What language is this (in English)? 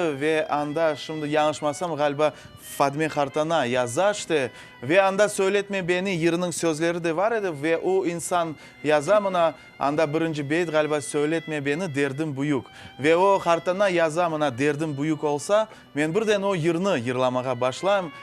Crimean Tatar